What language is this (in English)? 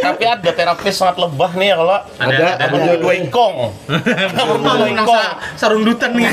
Banjar